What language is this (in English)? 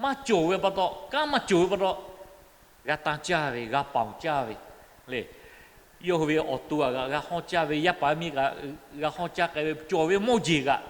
Lahu